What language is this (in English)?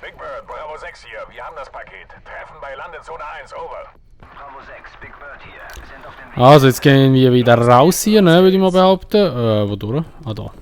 Swiss German